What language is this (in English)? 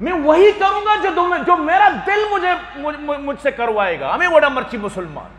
Eastern Balochi